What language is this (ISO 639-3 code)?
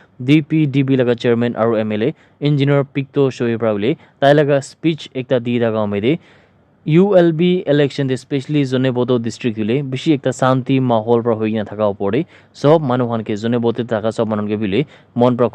nag